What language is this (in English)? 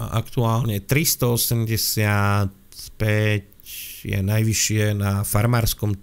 Slovak